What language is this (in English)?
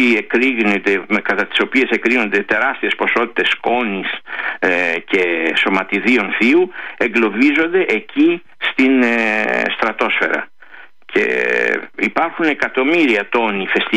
Greek